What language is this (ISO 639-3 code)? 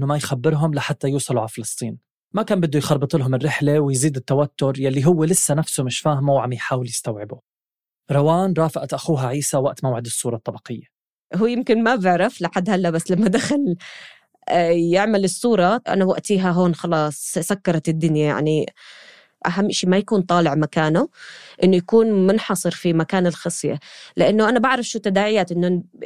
apc